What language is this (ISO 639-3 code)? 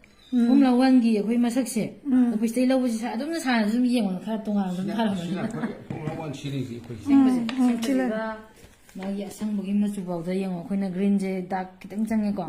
mni